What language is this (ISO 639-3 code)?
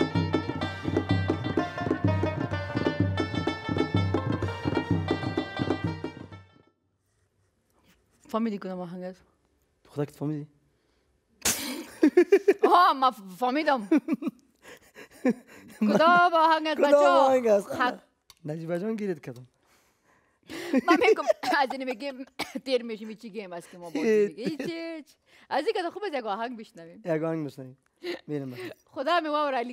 fas